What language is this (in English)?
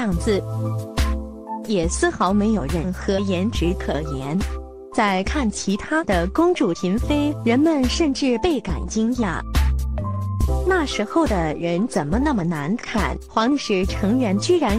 Chinese